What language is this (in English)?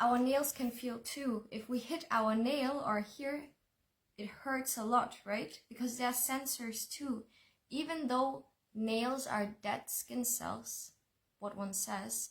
Tibetan